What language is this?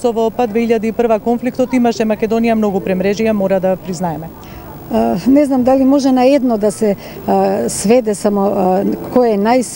Macedonian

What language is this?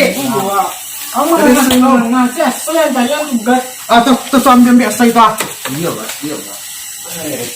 Minangkabau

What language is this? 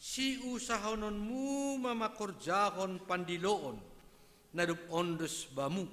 Batak Simalungun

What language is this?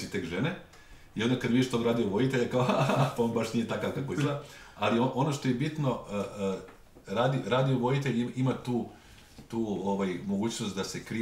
Serbian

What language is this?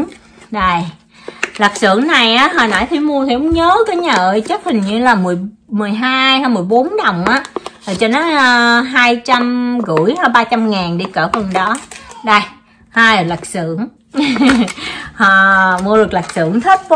Vietnamese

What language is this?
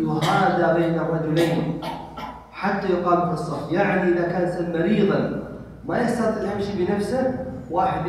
Indonesian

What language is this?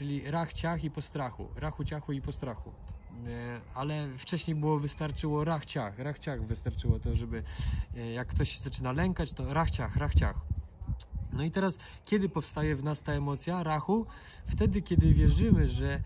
Polish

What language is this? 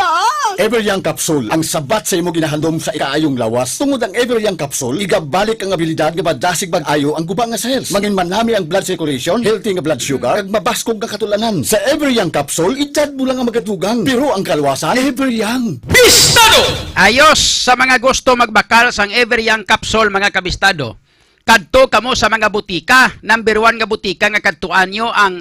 Hiligaynon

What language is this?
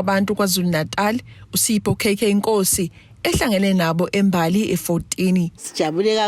Zulu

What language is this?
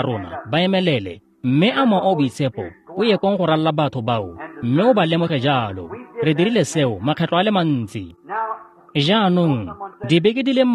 Tswana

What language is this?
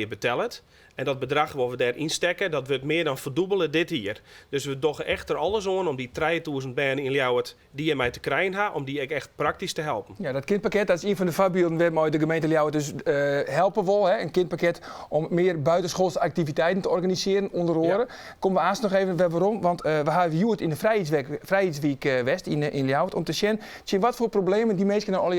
Western Frisian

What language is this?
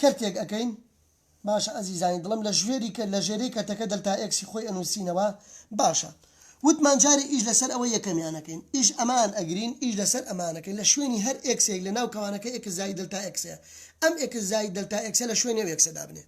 Central Kurdish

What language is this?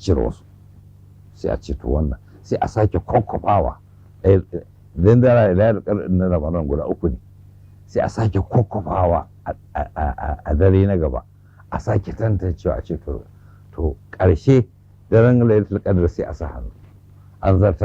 Hausa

